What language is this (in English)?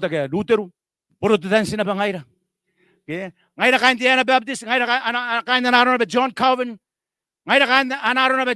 Gilbertese